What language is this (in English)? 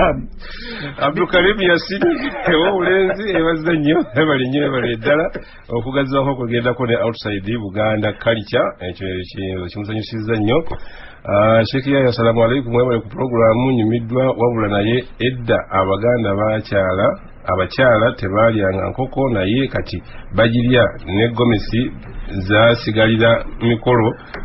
Ganda